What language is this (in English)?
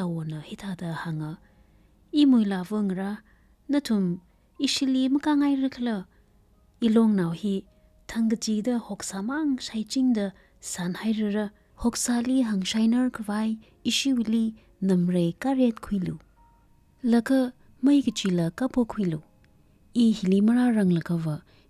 Tangkhul Naga (India)